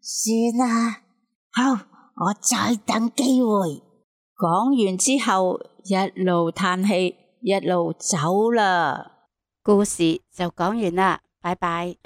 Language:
Cantonese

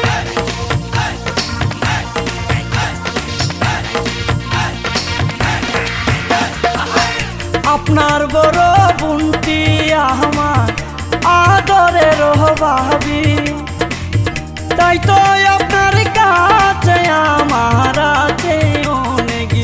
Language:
Bangla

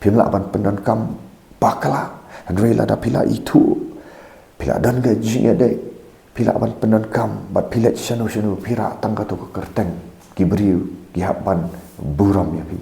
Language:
Khasi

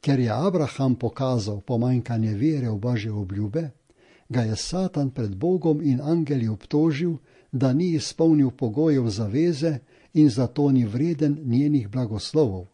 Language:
Slovenian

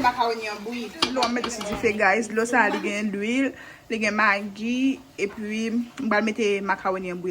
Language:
Haitian Creole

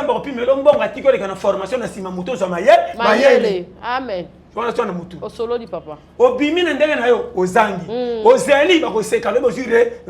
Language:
Lingala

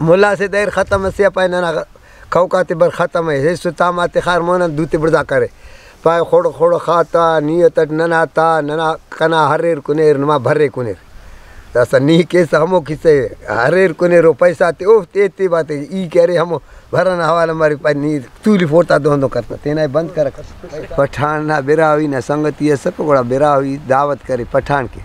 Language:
Brahui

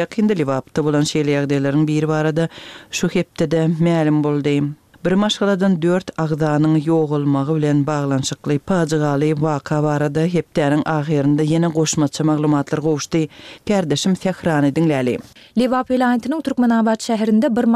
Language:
Turkmen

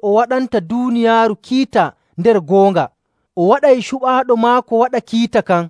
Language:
Nigerian Fulfulde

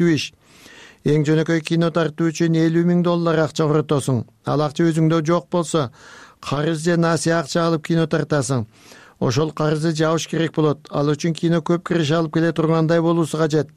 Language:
Kyrgyz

